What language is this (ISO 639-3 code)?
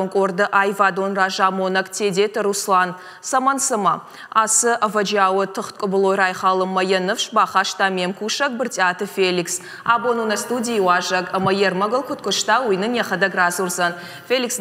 oss